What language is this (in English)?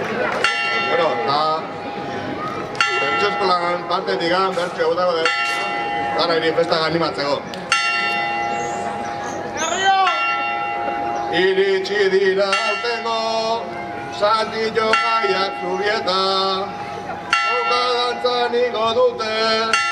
Basque